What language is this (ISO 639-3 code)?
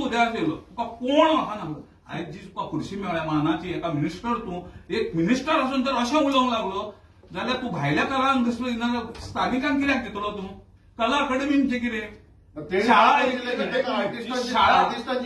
kok